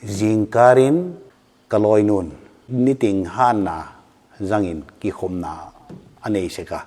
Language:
Paite Chin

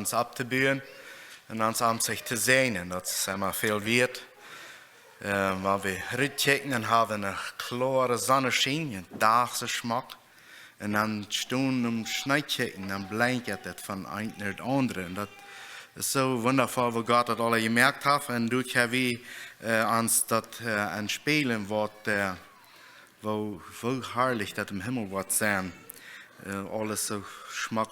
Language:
Plautdietsch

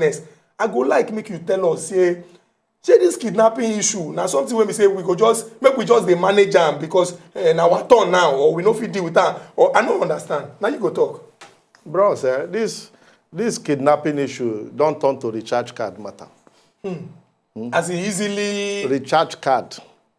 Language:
Nigerian Pidgin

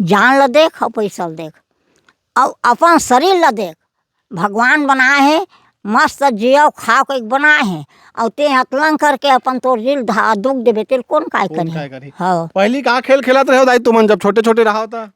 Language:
Chhattisgarhi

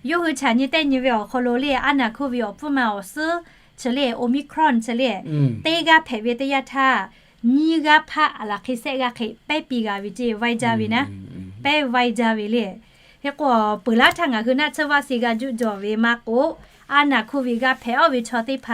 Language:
Lahu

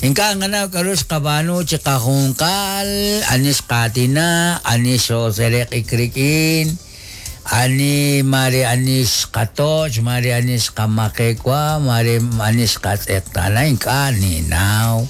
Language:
Kekchí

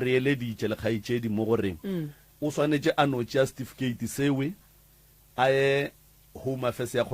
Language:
Northern Sotho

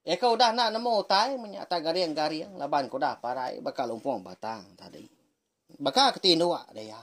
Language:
Iban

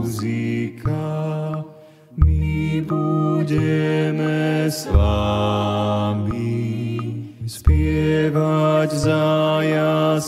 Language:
Slovak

